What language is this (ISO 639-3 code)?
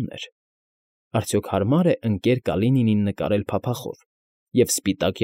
hye